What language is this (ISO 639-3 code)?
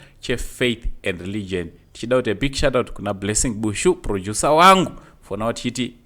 sna